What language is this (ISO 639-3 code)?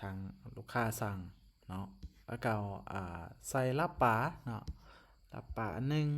lao